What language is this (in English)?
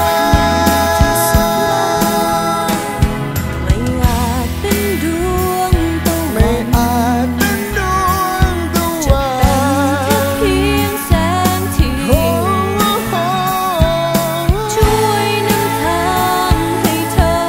Thai